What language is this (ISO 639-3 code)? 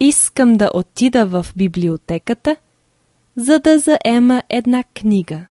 bul